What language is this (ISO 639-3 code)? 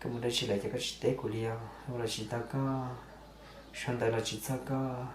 hmn